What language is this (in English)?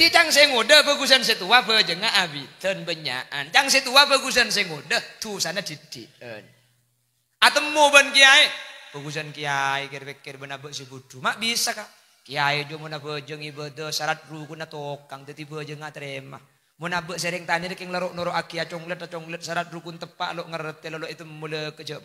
Madurese